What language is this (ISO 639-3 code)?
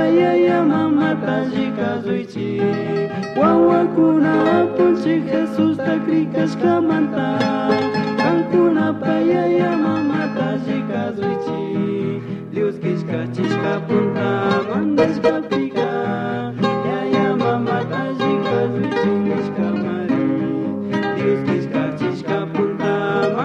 qug